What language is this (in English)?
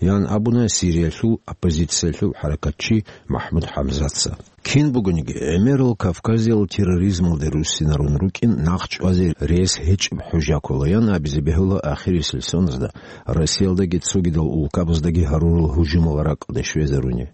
Avaric